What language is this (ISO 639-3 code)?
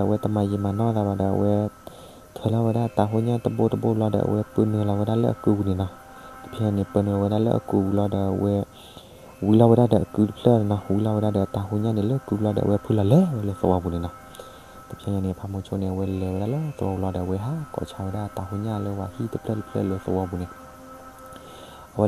ksw